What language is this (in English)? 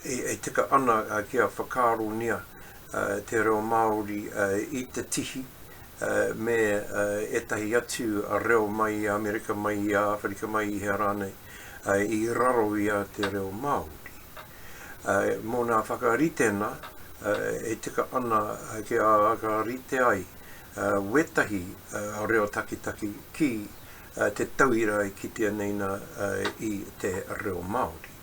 Māori